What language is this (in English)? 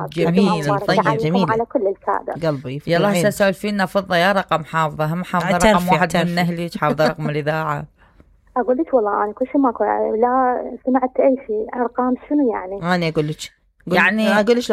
Mesopotamian Arabic